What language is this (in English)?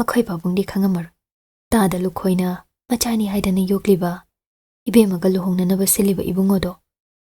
Manipuri